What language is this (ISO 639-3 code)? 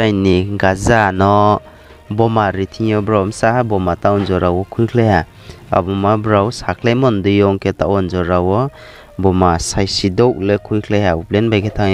ria